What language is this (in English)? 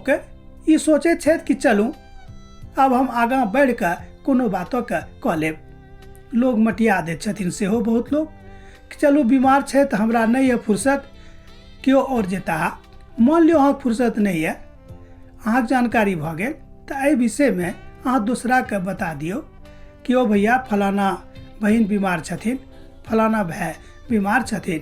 Maithili